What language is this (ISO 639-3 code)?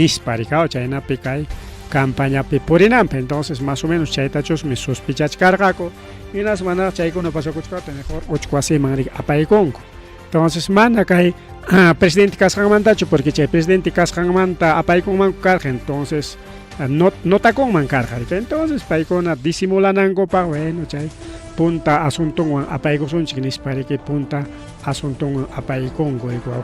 quy